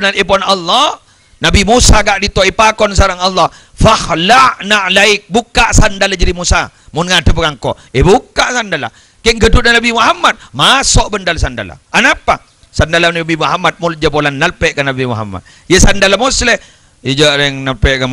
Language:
Madurese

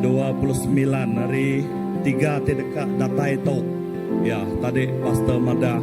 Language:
Iban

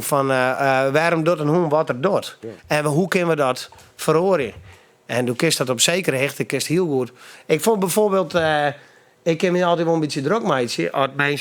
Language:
Western Frisian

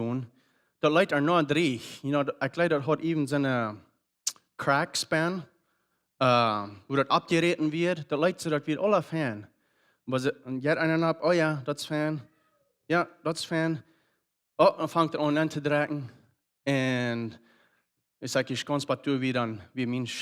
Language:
Plautdietsch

